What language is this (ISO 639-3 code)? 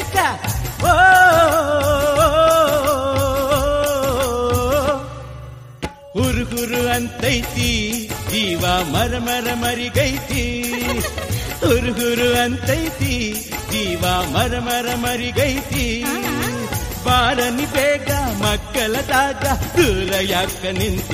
kan